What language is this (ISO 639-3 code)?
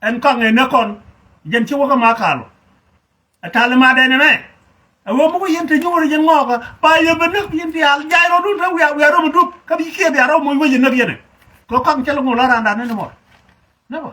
nus